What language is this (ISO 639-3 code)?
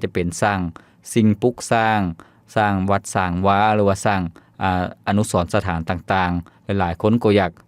lao